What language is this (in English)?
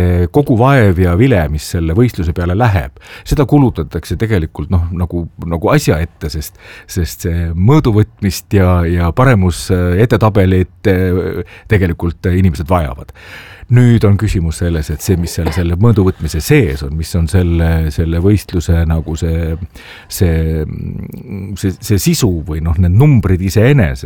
Estonian